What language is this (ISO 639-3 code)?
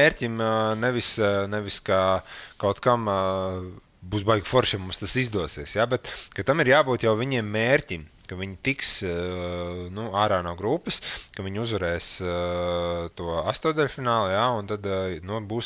lav